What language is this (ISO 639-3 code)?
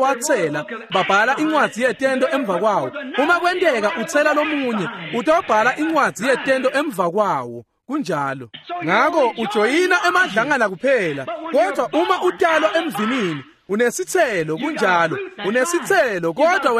ssw